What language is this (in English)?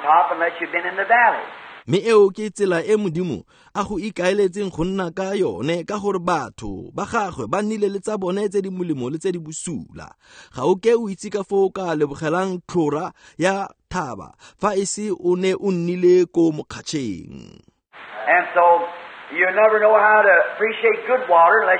Tswana